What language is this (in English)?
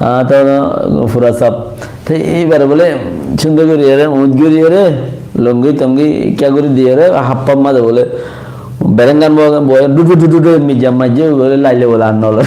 Rohingya